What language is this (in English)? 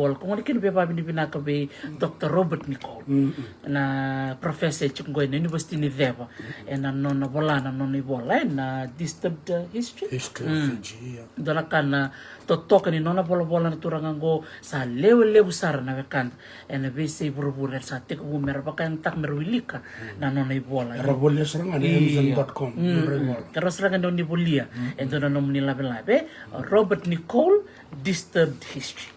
Fijian